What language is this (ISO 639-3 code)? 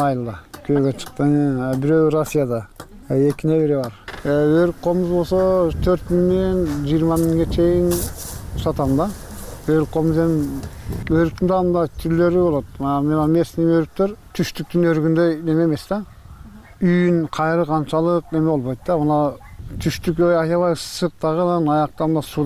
kir